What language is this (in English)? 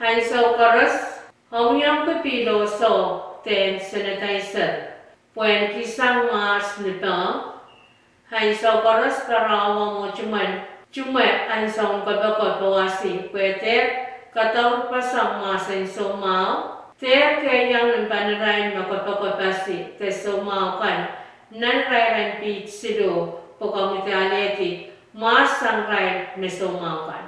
Pohnpeian